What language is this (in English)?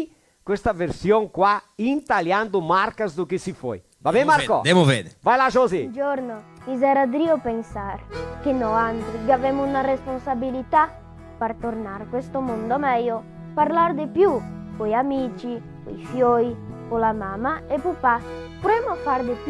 Venetian